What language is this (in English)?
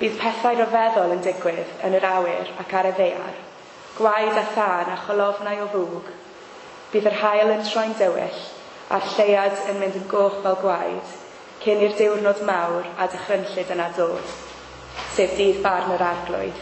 Welsh